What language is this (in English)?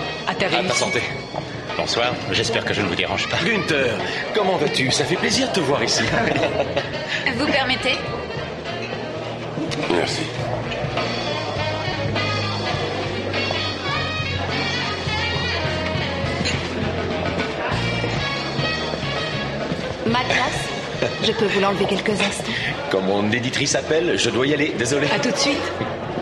French